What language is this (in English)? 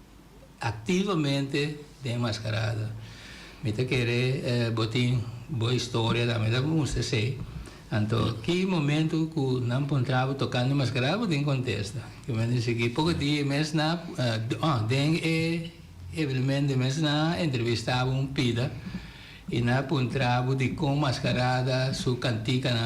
Papiamento